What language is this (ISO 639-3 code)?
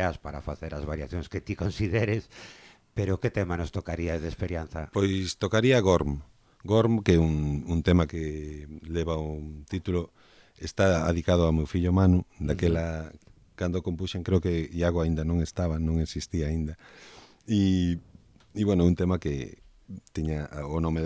glg